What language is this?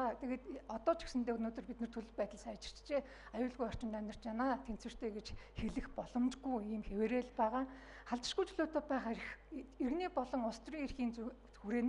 Mongolian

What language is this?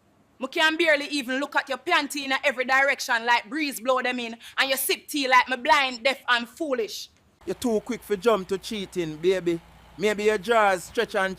Jamaican Creole English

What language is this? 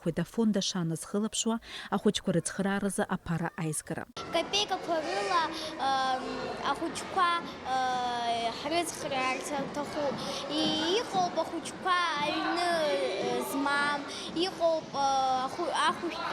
Abkhazian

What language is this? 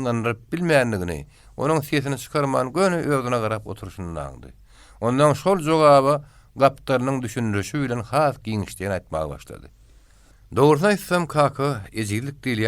Turkmen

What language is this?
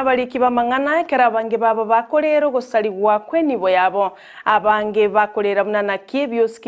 Gusii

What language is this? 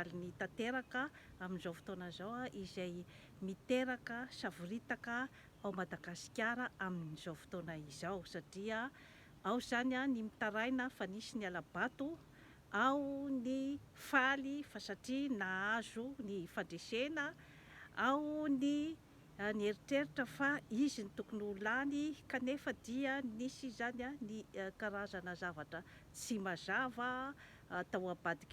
Malagasy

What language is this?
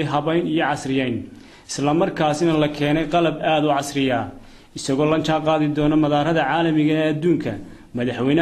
Somali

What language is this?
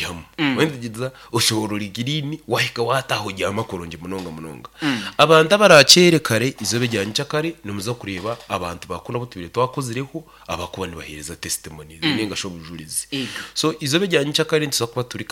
Nyankole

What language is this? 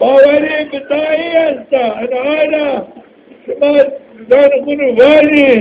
Zaza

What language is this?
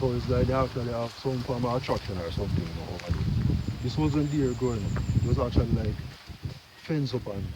Jamaican Creole English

